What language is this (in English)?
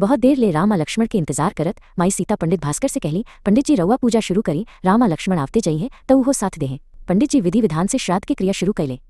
Bhojpuri